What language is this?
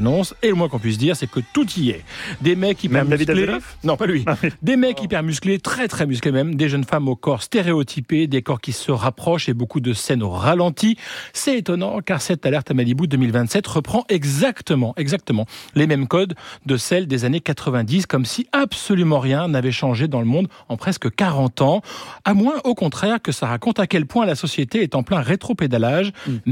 French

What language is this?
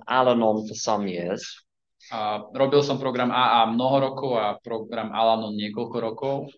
Slovak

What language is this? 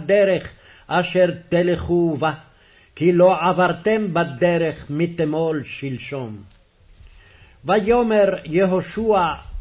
Hebrew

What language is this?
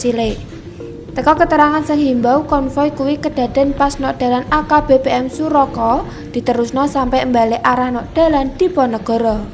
Javanese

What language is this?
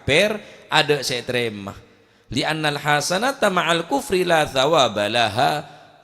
Madurese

